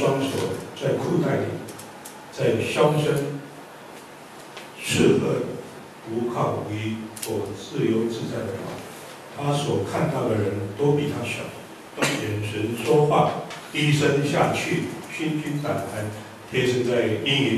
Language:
Chinese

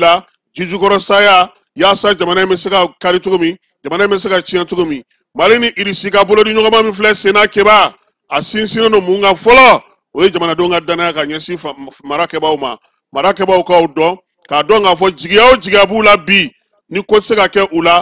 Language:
Bambara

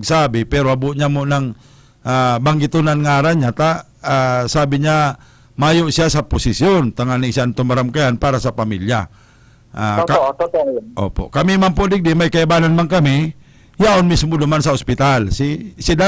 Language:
Bikol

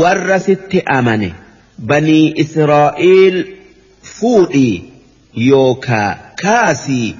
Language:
Oromo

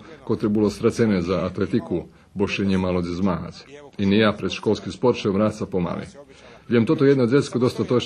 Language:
Rusyn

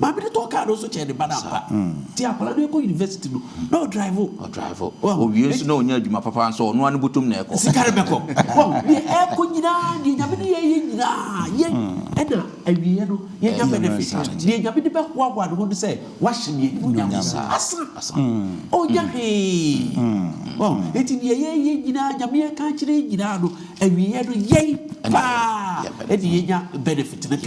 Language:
Akan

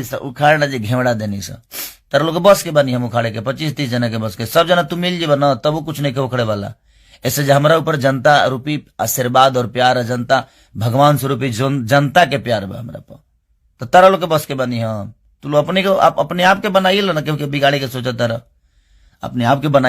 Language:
Bhojpuri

